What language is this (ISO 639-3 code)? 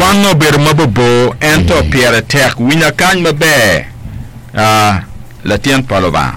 ach